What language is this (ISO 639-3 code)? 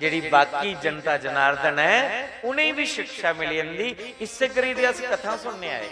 doi